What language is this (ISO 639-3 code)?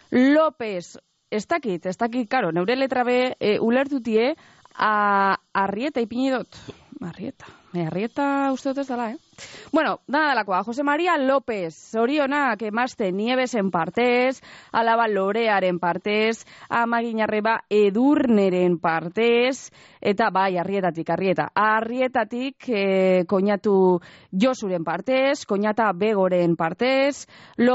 eus